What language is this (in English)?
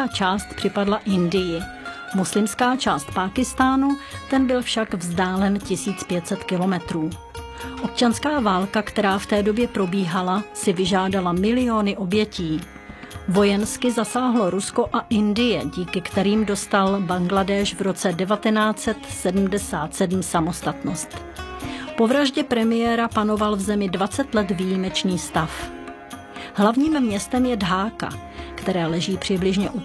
Czech